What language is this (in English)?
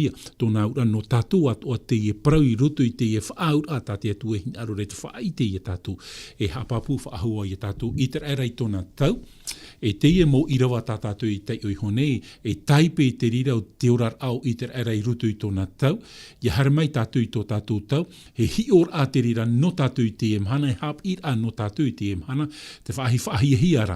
Tahitian